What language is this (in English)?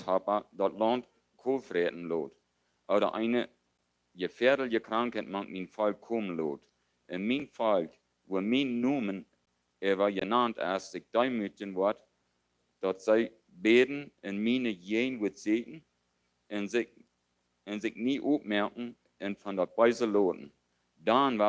Plautdietsch